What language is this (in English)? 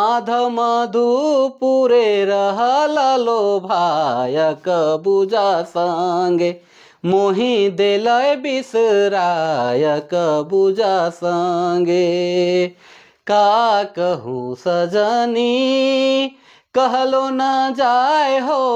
Sadri